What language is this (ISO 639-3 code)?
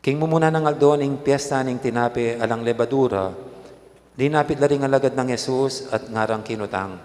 pam